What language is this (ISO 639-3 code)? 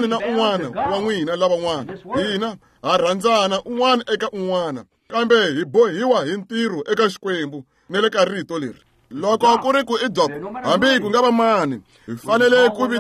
tso